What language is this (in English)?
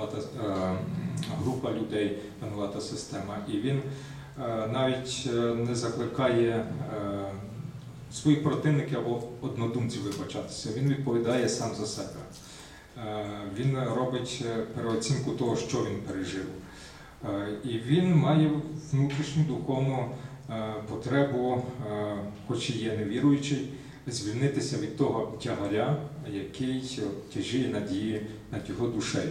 Ukrainian